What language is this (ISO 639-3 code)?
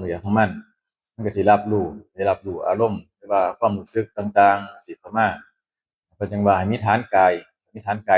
tts